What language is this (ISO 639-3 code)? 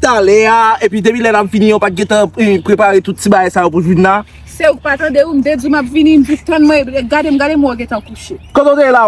hat